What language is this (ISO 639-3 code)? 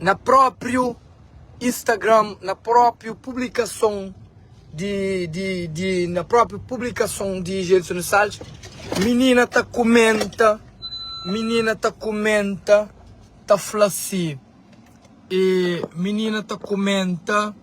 kea